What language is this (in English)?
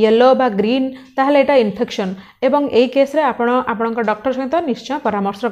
Odia